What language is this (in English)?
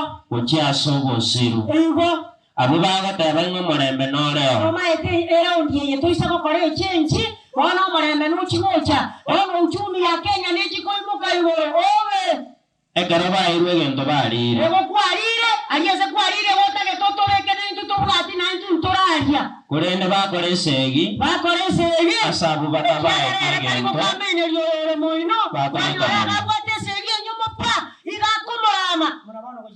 Gusii